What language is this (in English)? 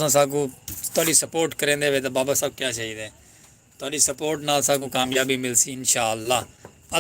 Saraiki